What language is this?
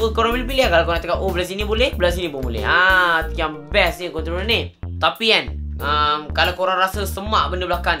Malay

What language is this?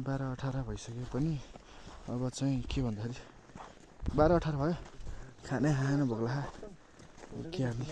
Nepali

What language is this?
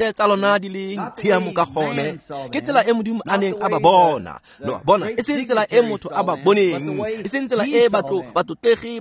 Tswana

